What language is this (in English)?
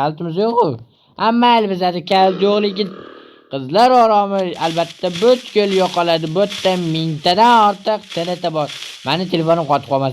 Uzbek